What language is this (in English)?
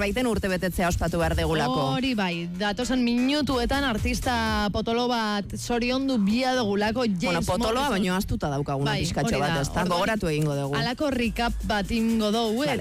Basque